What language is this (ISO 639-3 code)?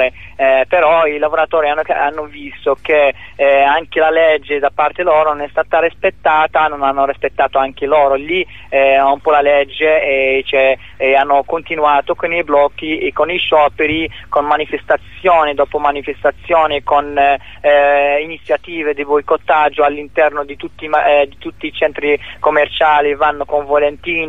ita